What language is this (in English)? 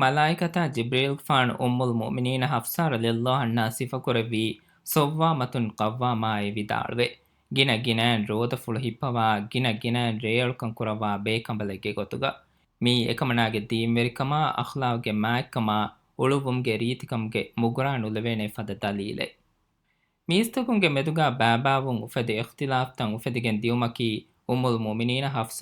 Divehi